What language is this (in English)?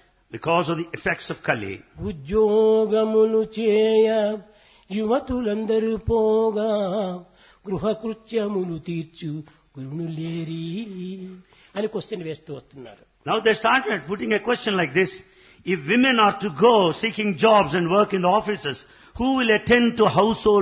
Telugu